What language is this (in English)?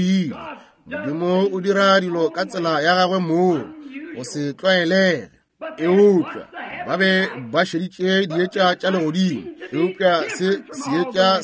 Northern Sotho